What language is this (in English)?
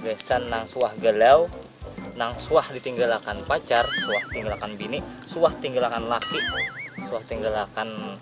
Banjar